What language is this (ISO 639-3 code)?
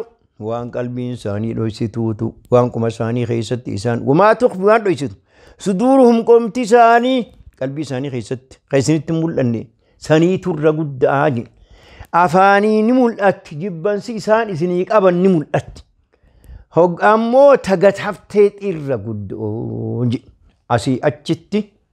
orm